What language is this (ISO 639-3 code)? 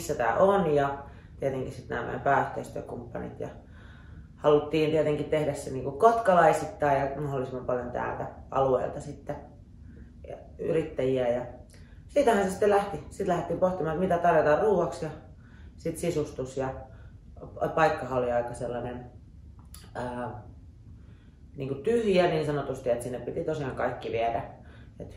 fin